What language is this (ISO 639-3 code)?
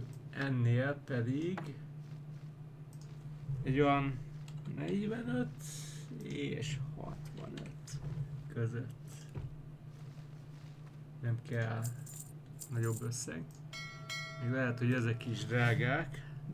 hun